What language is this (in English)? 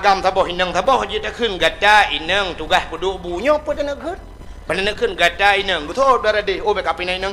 Achinese